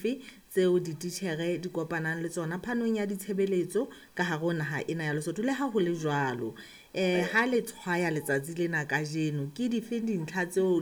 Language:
Southern Sotho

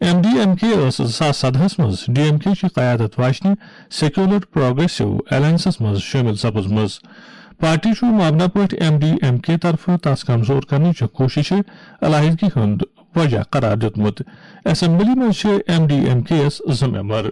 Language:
Kashmiri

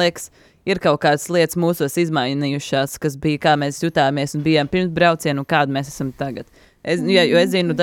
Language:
Latvian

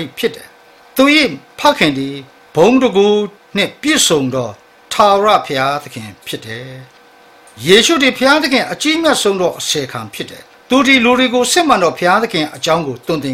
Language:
Burmese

